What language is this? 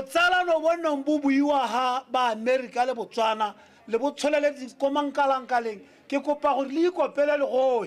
Tswana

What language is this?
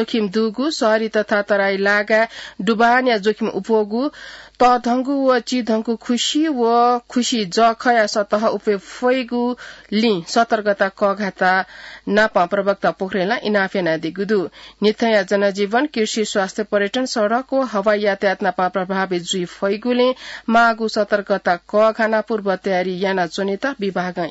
Newari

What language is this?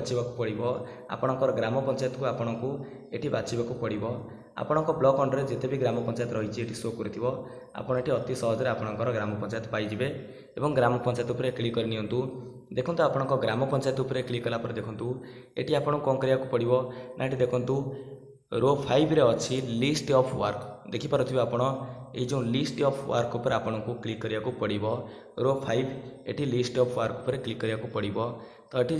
Odia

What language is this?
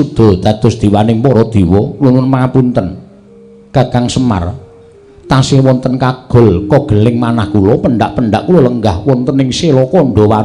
Javanese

